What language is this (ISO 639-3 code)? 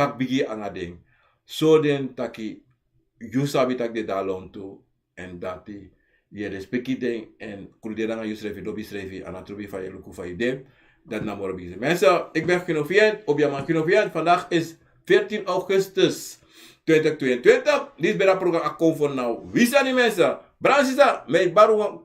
srn